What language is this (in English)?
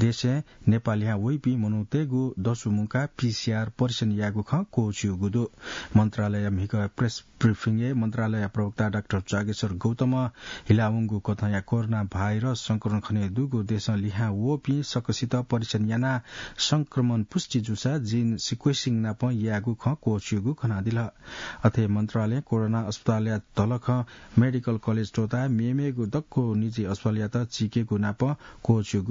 Newari